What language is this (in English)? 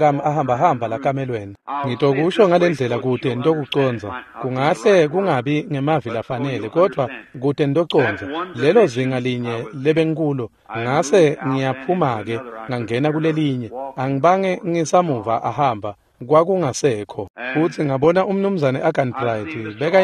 Swati